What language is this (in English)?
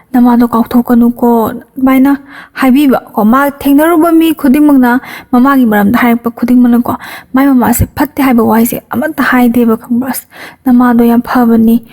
Manipuri